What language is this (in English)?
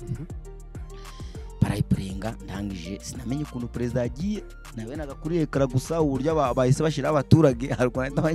Kinyarwanda